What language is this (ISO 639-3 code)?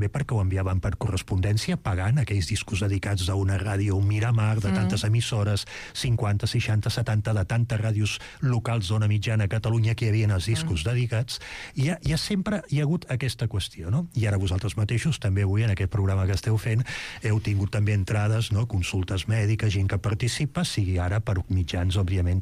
cat